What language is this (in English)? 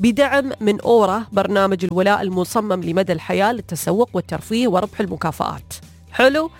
Najdi Arabic